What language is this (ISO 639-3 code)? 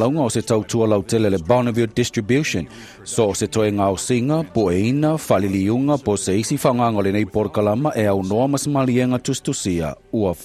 smo